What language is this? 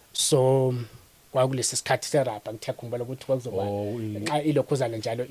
Zulu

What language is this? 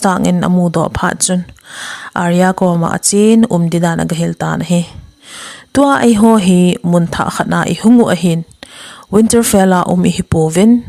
Thado Chin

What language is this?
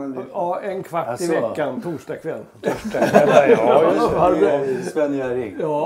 Swedish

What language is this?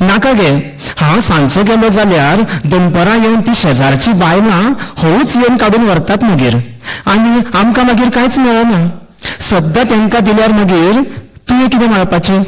Konkani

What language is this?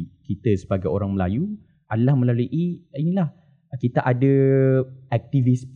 Malay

